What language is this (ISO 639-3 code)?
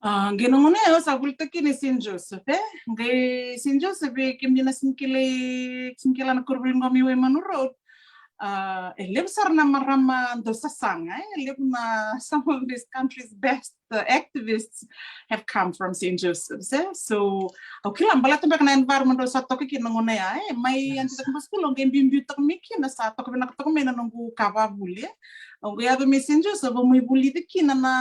fij